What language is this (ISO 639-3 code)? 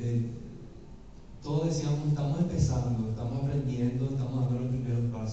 spa